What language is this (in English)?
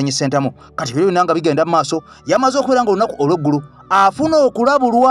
Ganda